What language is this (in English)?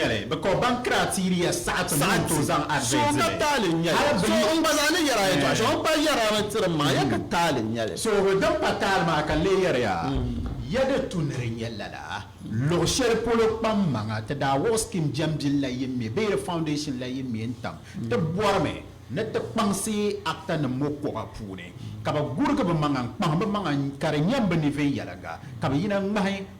Dagbani